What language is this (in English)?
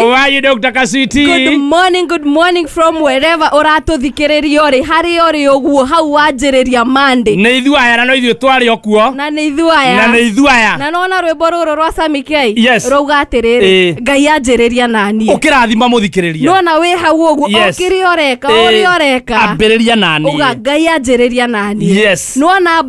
Kikuyu